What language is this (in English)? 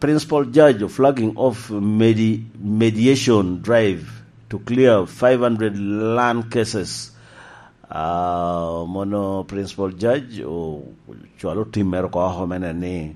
Lango (Uganda)